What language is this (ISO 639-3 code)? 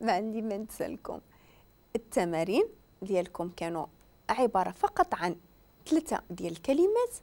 ary